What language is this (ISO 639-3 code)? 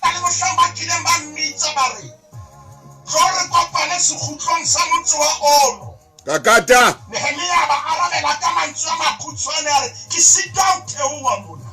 sot